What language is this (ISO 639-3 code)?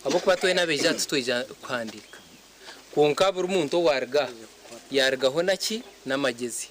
nyn